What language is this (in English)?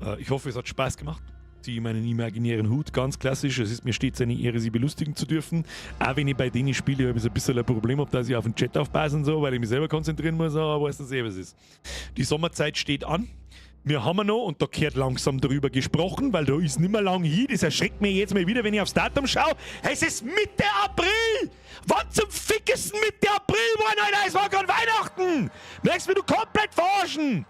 Bavarian